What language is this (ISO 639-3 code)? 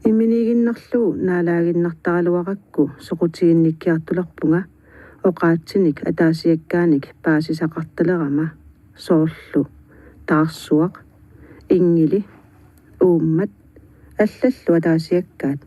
kal